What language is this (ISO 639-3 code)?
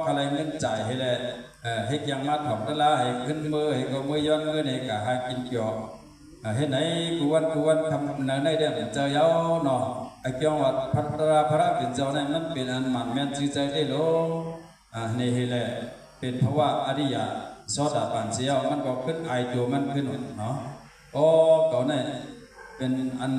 shn